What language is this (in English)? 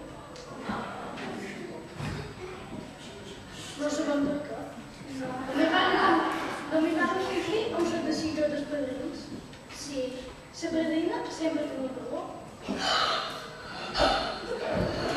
Catalan